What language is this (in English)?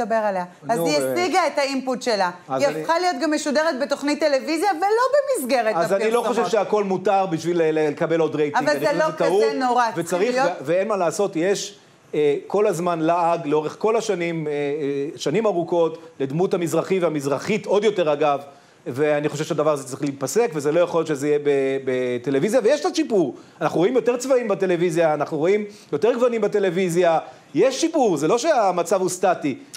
Hebrew